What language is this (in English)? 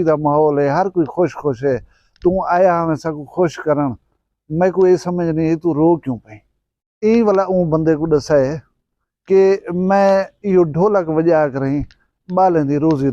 Saraiki